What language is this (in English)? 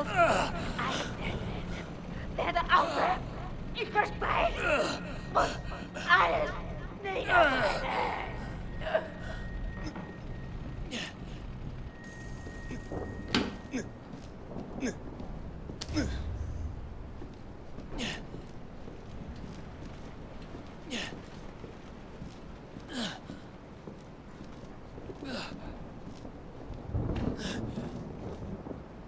German